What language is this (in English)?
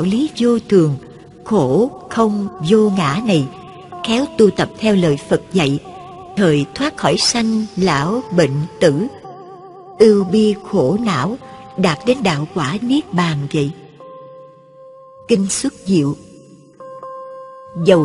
Vietnamese